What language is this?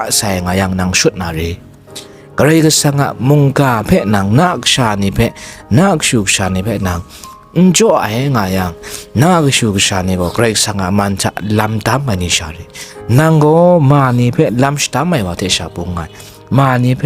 Kachin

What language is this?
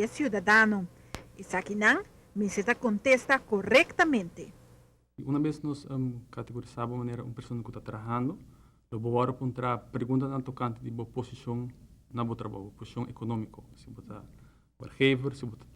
Papiamento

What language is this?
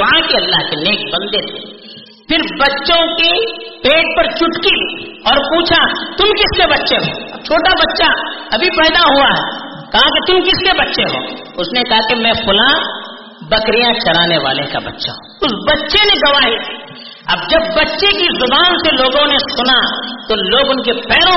Urdu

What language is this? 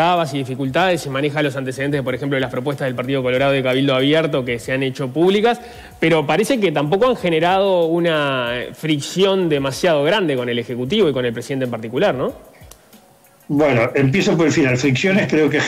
Spanish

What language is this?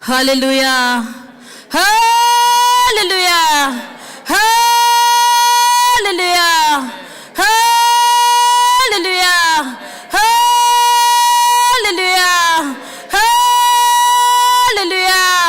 Hakha Chin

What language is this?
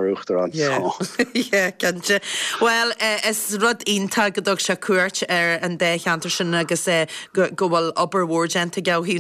Irish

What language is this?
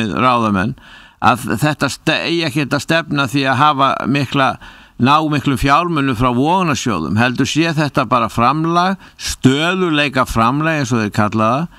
Icelandic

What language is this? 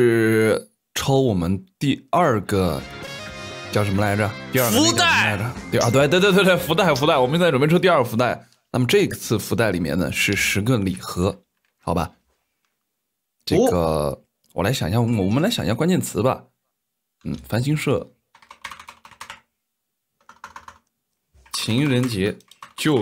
Chinese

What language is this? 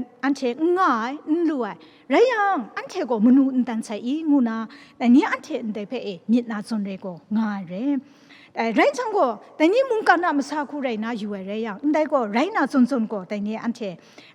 Kachin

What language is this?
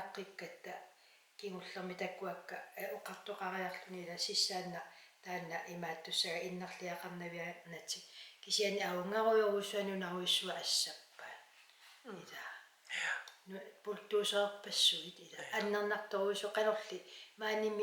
Kalaallisut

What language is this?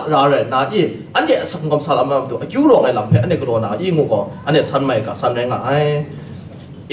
Kachin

